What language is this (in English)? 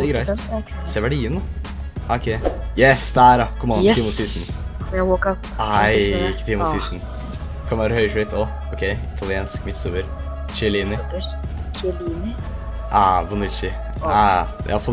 Norwegian